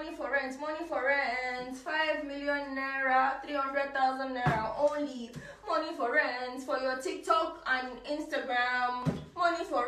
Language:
Nigerian Pidgin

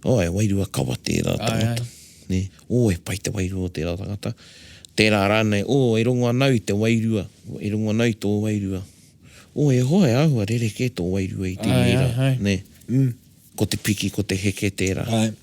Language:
Māori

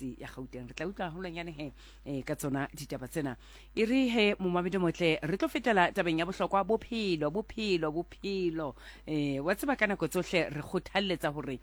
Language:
Southern Sotho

